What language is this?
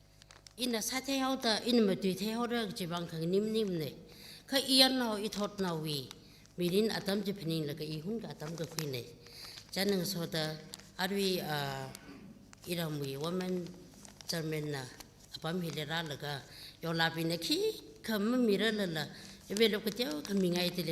Tangkhul Naga (India)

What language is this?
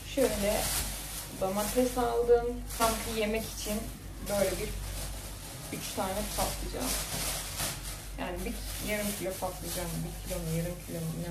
Turkish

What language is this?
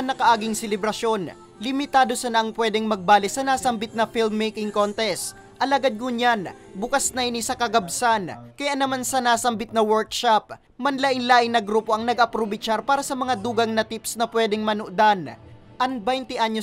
Bikol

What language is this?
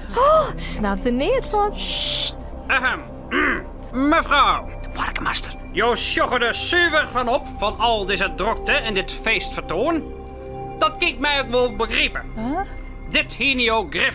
Western Frisian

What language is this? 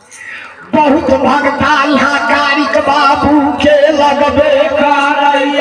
Maithili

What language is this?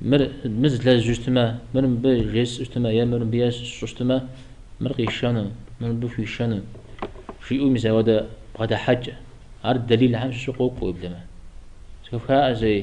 Kabardian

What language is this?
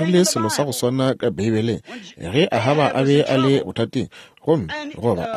Northern Sotho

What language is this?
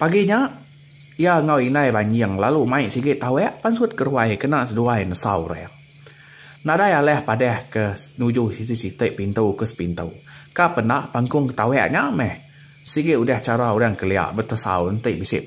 Iban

